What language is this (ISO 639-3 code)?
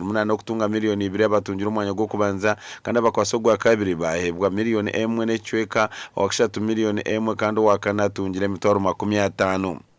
nyn